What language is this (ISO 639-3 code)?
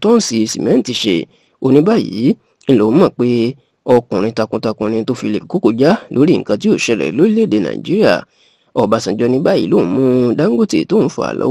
yor